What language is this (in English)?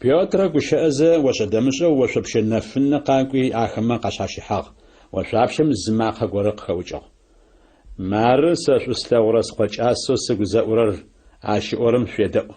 Adyghe